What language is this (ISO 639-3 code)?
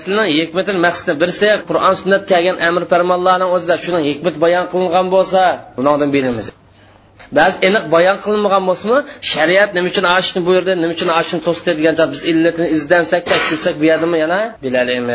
uig